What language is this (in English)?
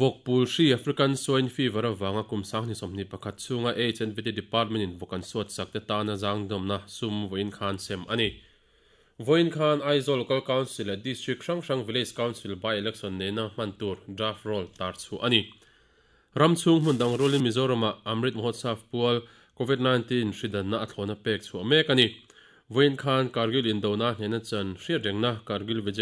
Mizo